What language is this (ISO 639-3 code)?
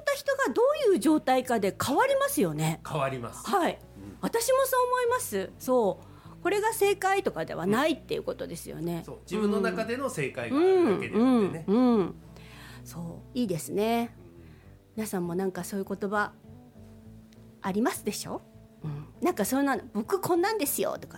jpn